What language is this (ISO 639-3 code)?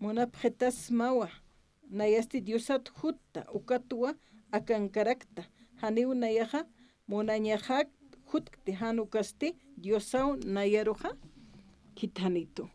aym